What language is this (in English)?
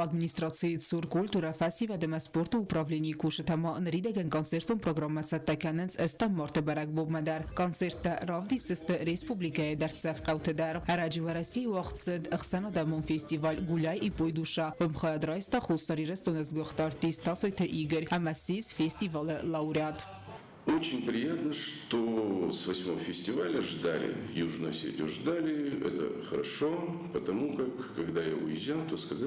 Ossetic